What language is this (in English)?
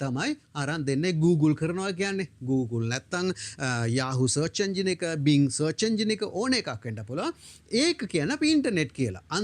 Sinhala